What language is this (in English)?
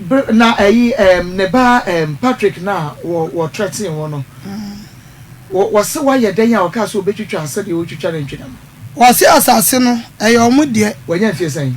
Akan